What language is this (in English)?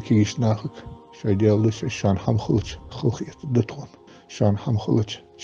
Ingush